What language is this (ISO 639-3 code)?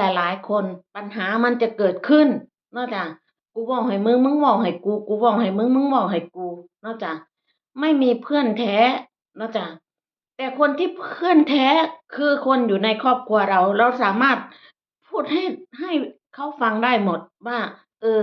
tts